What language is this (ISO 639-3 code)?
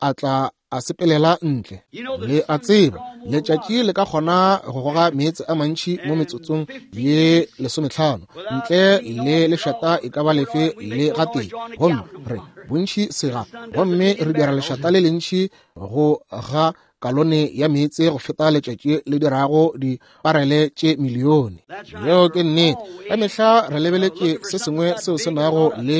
nso